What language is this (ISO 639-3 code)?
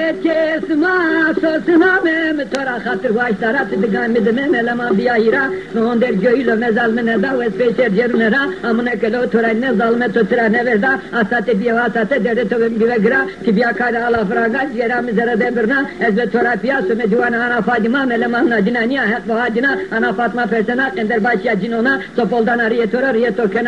zza